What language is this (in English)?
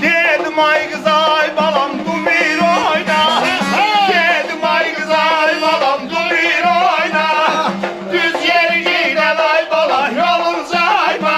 South Azerbaijani